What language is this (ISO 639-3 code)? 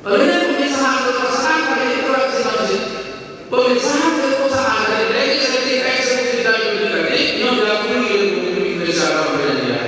ace